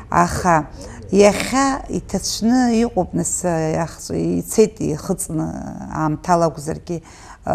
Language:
Abkhazian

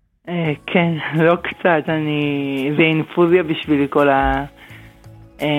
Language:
Hebrew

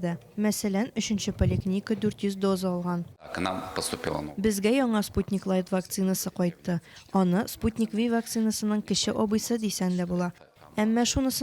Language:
Tatar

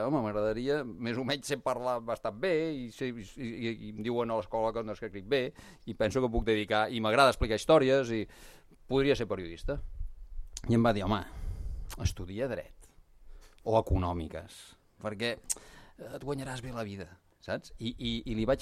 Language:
Catalan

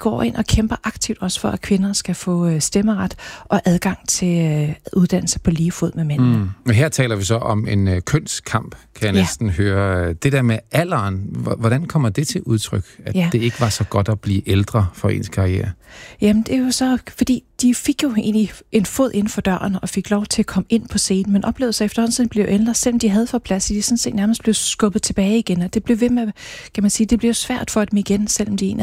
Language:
Danish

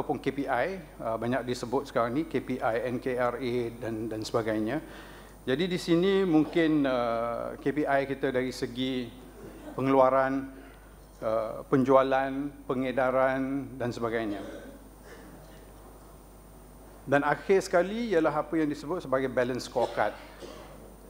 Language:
Malay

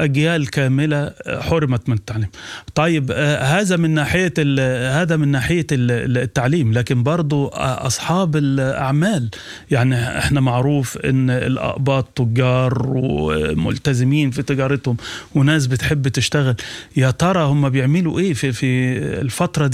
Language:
Sudanese Arabic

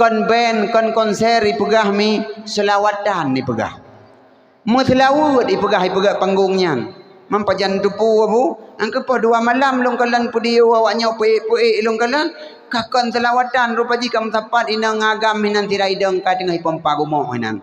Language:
Achinese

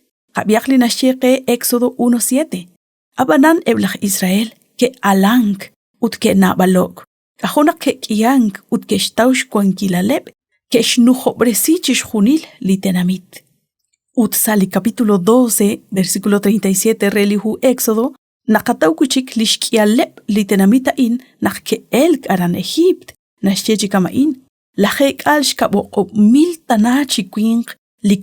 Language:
Kekchí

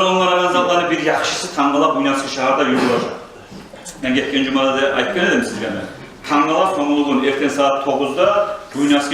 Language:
Kumyk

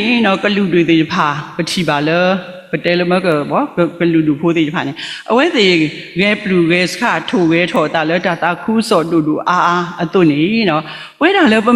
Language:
S'gaw Karen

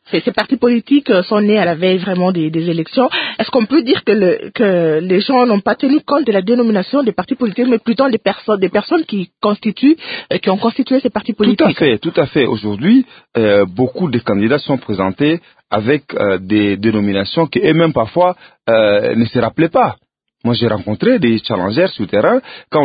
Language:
French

